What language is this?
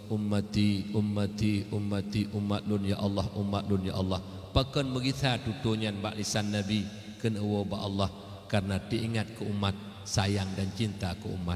Achinese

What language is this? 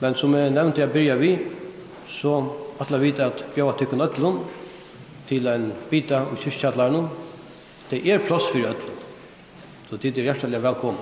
Faroese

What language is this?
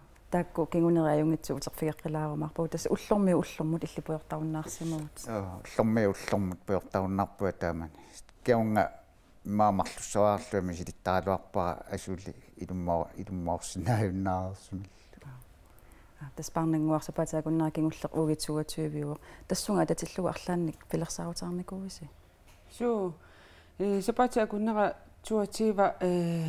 Kalaallisut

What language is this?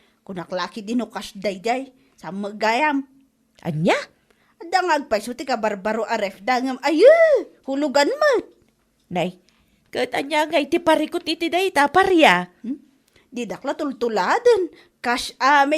Iloko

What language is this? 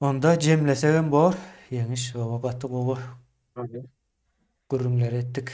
Turkmen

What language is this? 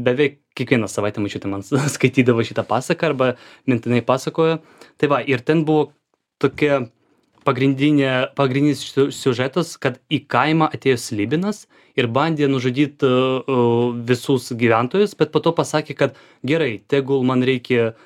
Lithuanian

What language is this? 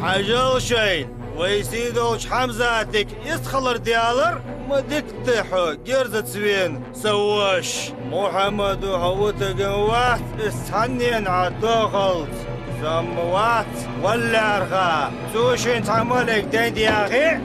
Ingush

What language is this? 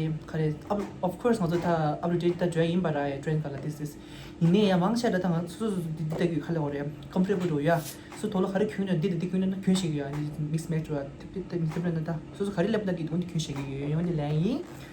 Tibetan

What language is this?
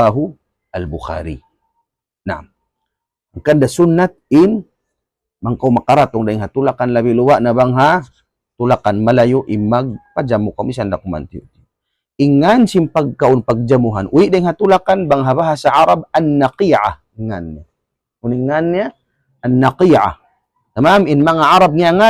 Tausug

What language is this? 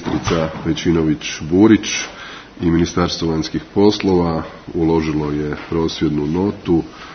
Serbian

